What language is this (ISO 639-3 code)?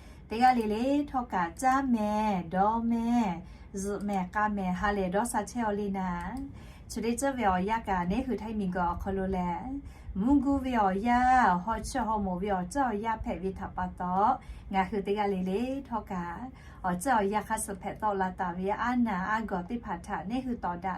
lhu